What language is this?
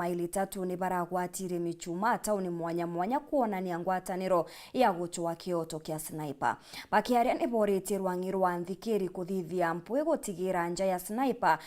Meru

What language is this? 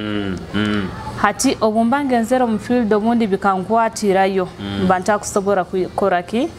Nyoro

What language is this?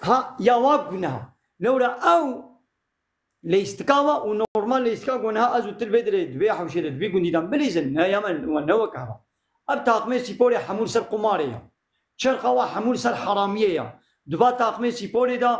Kurdish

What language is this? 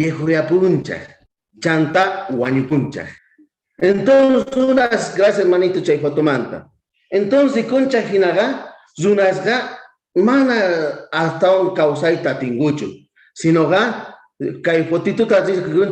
South Bolivian Quechua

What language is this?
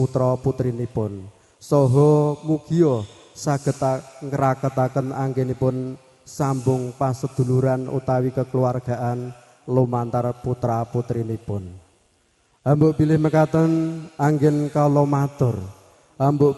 Javanese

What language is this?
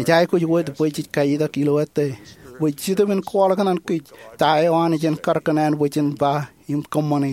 Marshallese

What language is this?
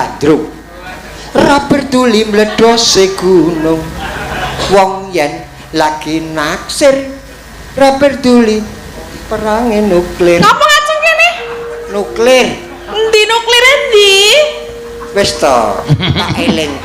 Javanese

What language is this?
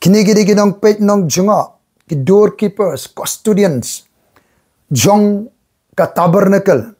Khasi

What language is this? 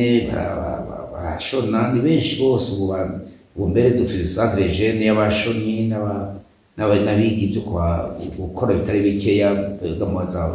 Rundi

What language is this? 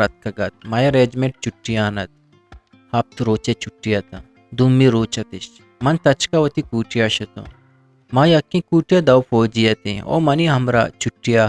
Eastern Balochi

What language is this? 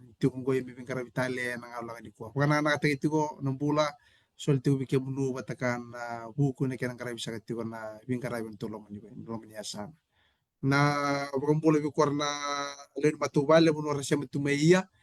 Fijian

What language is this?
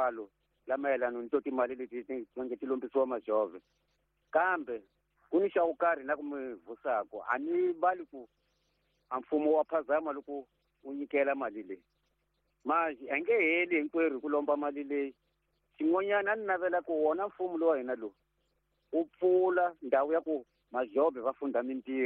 Tsonga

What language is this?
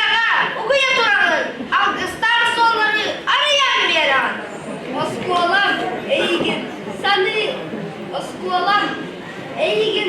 Yakut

